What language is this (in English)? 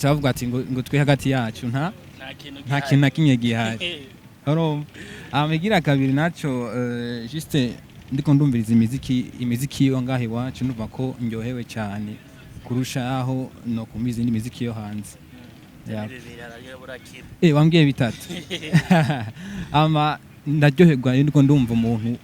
Rundi